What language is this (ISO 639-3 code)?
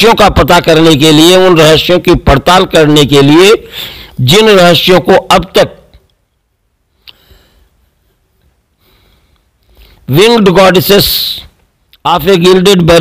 hin